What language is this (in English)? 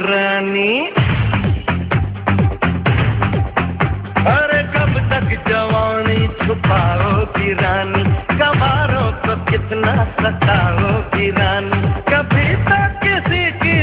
Bangla